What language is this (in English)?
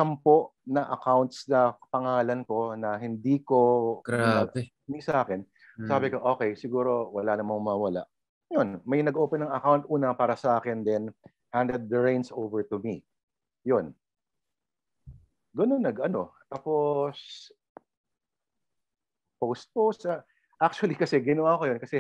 Filipino